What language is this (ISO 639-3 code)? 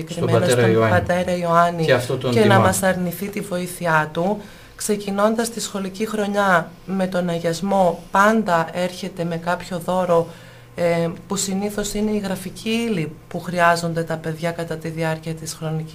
ell